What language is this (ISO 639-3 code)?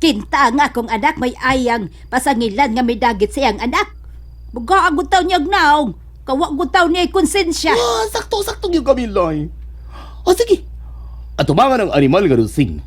ceb